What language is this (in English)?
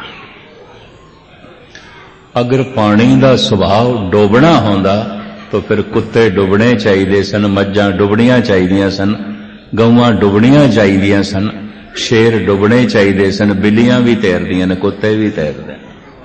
Punjabi